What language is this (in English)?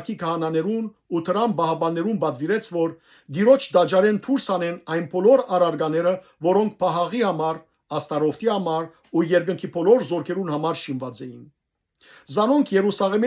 Western Armenian